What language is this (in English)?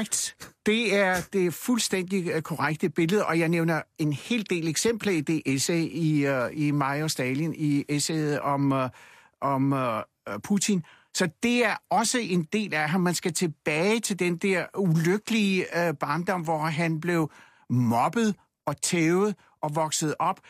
Danish